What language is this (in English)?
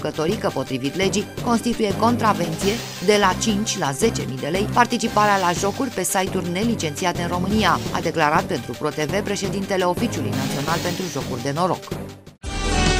Romanian